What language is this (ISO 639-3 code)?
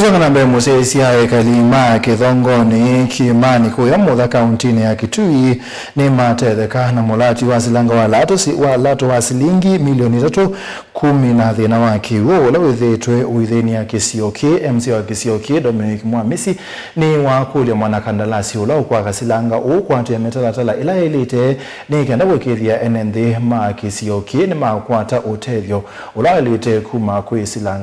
kam